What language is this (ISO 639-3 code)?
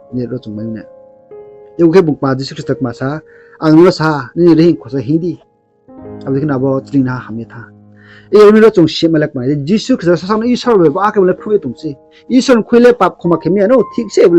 ria